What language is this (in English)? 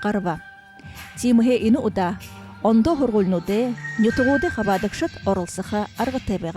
Buriat